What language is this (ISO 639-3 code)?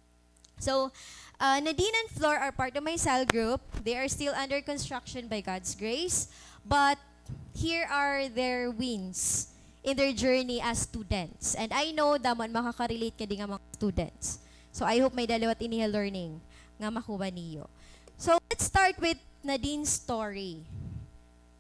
war